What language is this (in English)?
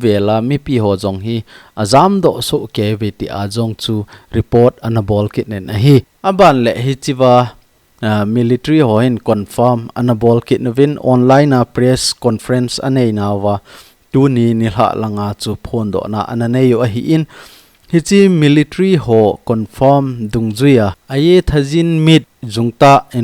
Thado Chin